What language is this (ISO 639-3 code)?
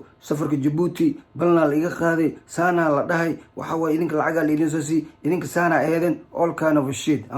som